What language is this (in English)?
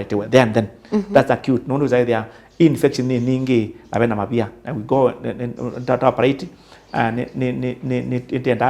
Kamba